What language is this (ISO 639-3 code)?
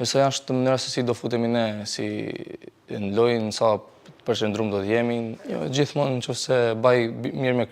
sqi